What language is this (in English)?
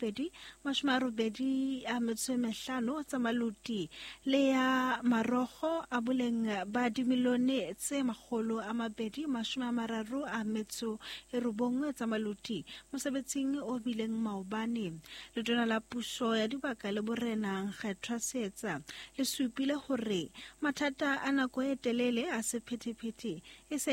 Southern Sotho